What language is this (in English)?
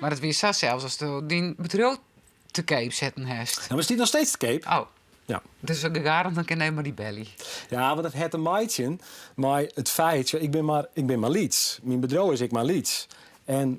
Western Frisian